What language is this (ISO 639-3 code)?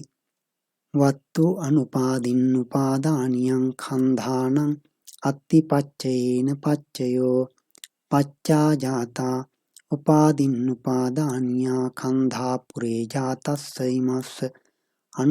pli